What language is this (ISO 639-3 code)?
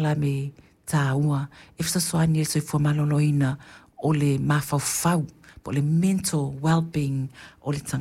smo